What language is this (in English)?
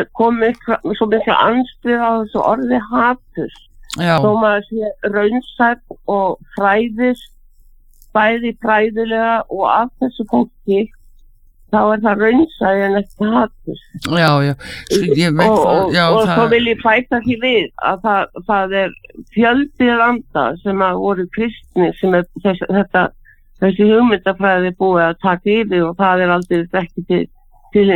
Icelandic